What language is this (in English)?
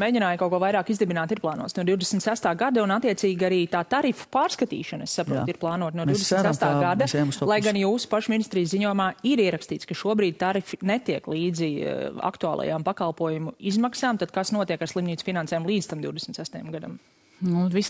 Latvian